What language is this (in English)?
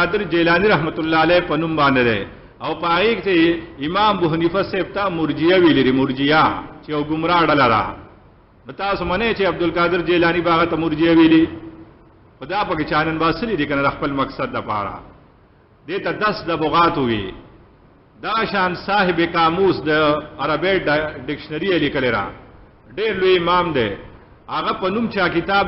Pashto